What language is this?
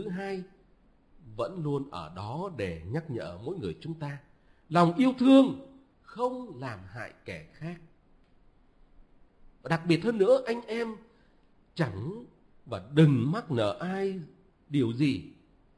Vietnamese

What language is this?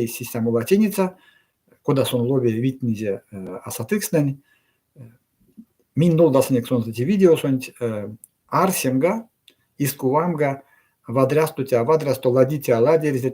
Erzya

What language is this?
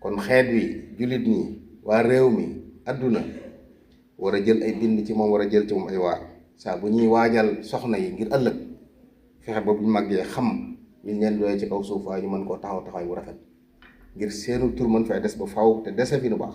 Wolof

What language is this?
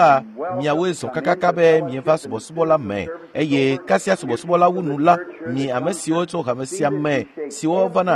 Ewe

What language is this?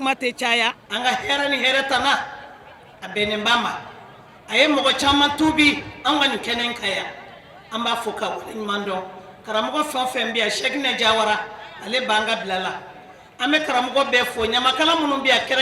Bambara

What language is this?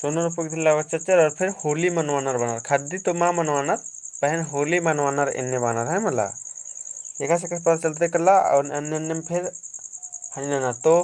Kurukh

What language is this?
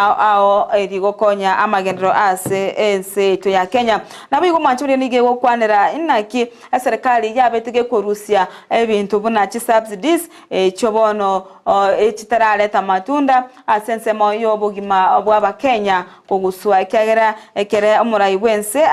Gusii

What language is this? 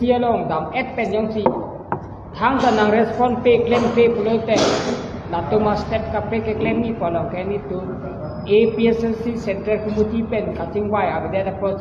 Karbi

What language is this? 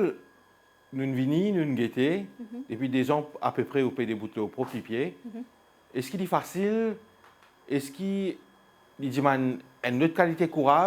Morisyen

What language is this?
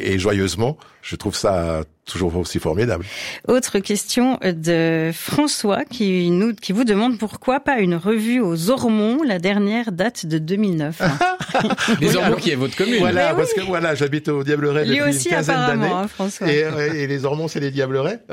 French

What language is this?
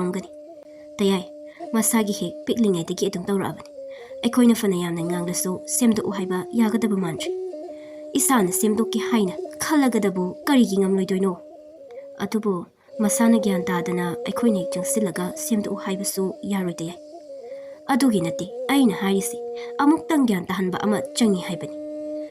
Manipuri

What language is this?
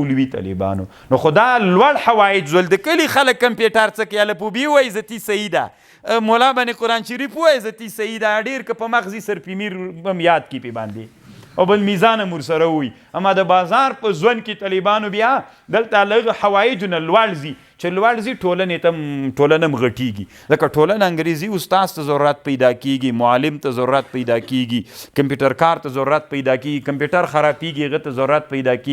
Pashto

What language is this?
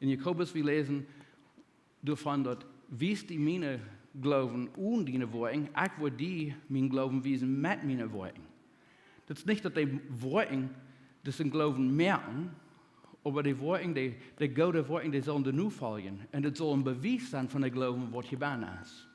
Plautdietsch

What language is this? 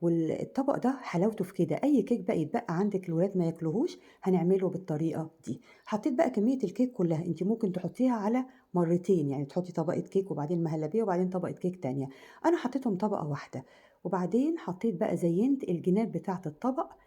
Egyptian Arabic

